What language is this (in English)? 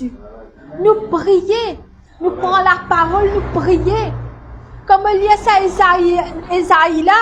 Morisyen